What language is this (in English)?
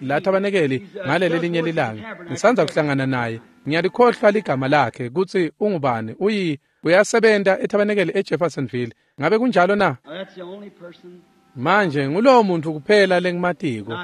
Swati